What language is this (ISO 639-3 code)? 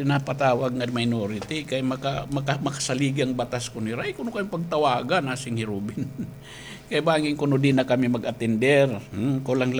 war